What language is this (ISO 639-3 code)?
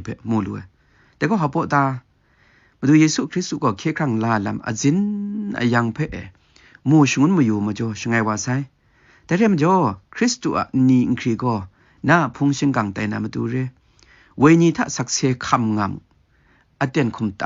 kac